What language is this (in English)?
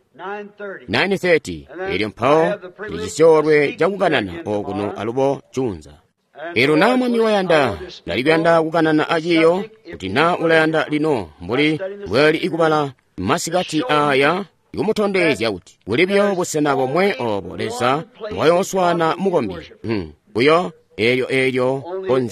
Tonga (Zambia)